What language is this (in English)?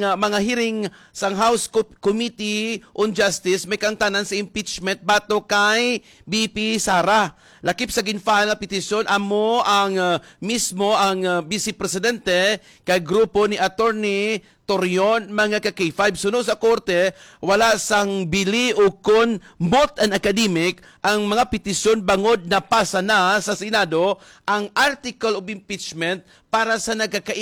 Hiligaynon